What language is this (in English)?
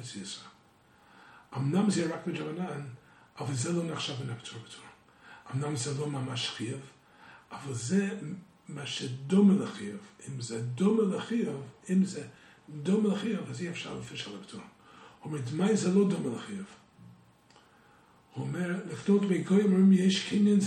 Hebrew